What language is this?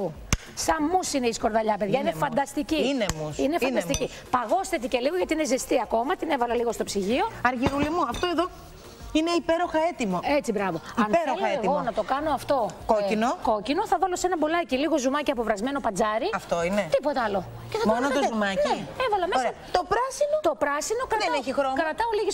Greek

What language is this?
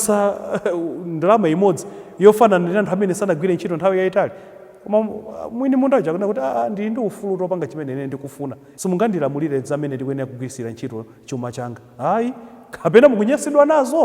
Nyanja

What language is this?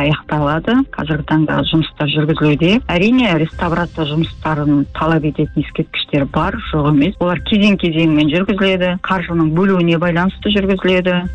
Kazakh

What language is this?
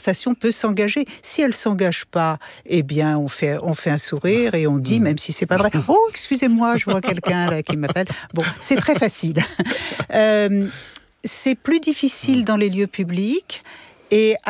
French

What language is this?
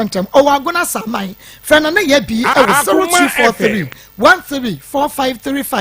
Akan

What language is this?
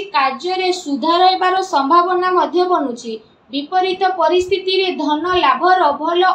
Odia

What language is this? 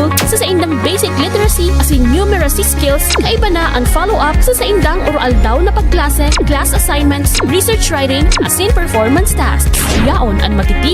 Bikol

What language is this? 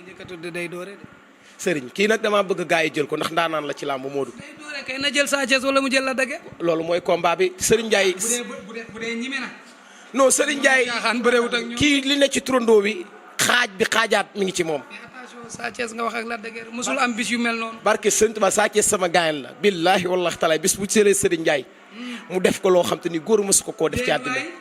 Wolof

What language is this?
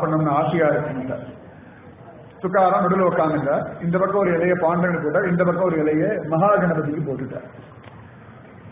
Tamil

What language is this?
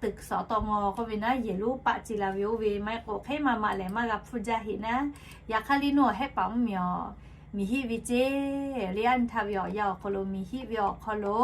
Lahu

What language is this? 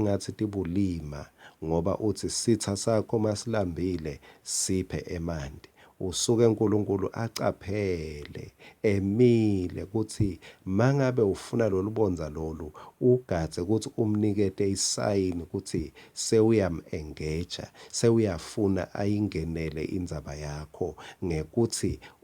Swati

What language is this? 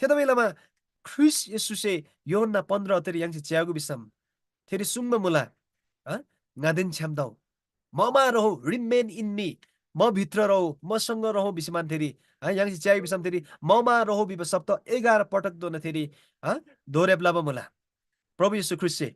Eastern Tamang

